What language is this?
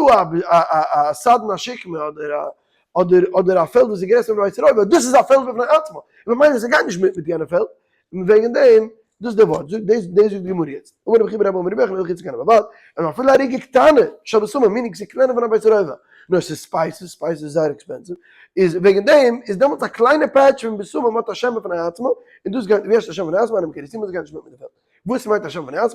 Yiddish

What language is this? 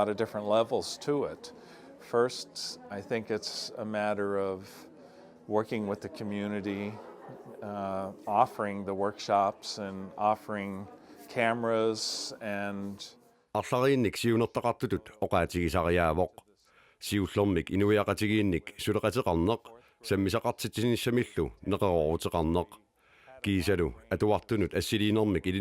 Kalaallisut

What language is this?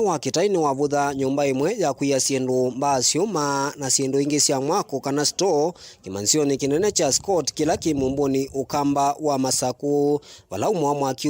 Kamba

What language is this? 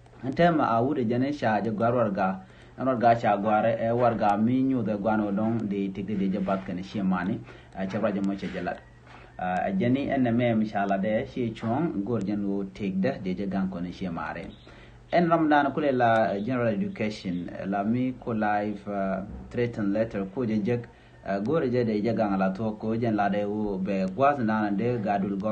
Nuer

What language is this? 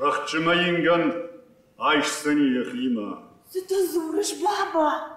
Ossetic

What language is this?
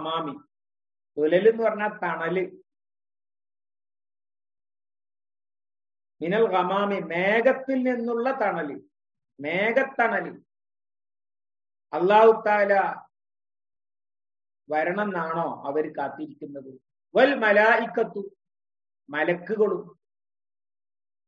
Malayalam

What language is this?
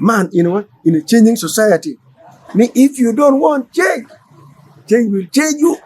Acoli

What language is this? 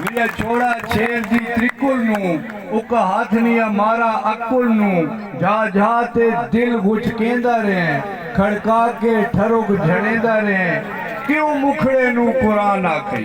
Saraiki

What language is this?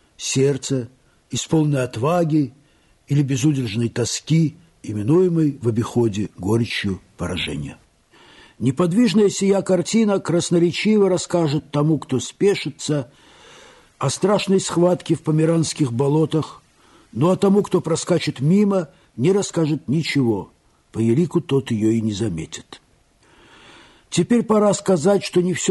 Russian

